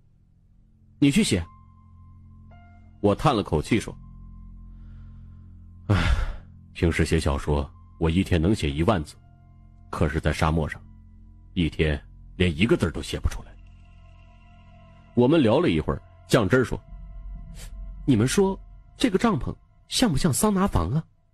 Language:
Chinese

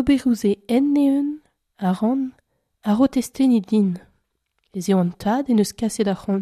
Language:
Breton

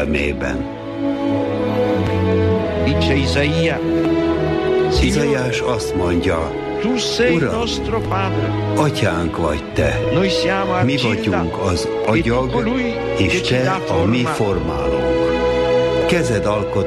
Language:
Hungarian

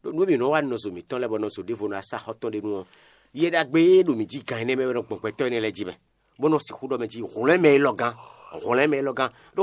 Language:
Fon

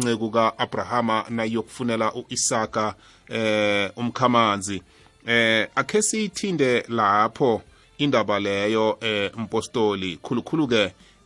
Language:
South Ndebele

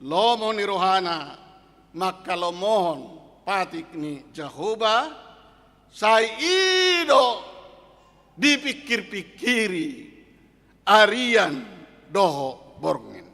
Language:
Batak Toba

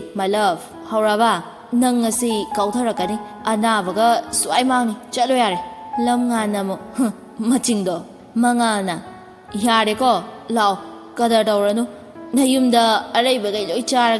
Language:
Manipuri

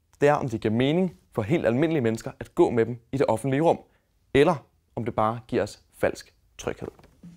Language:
Danish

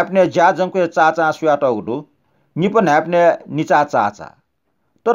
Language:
Newari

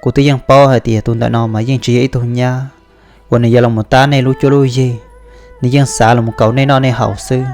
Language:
Hmong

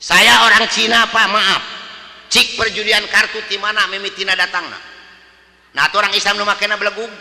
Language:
Sundanese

